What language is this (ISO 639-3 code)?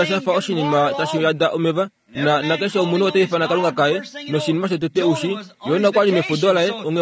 kua